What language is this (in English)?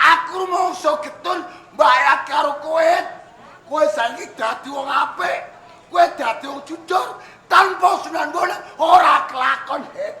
Javanese